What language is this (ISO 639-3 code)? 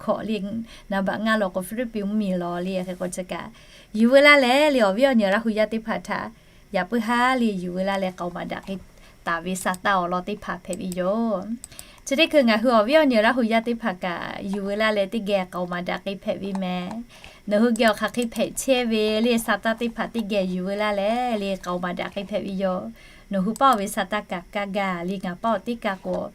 lhu